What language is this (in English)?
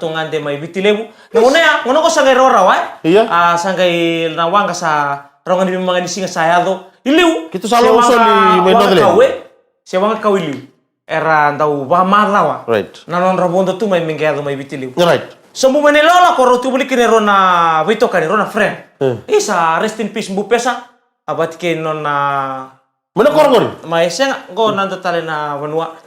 Fijian